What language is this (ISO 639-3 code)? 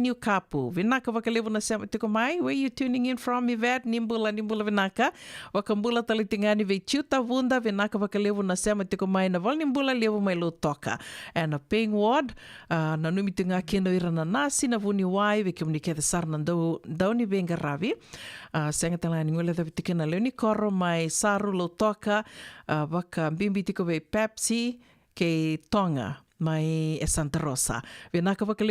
fij